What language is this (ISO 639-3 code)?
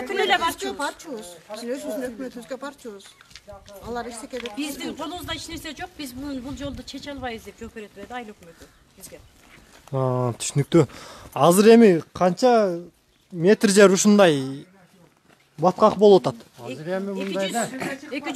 kir